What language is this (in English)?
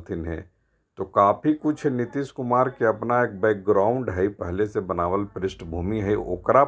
Magahi